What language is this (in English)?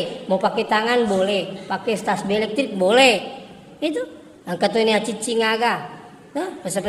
Buginese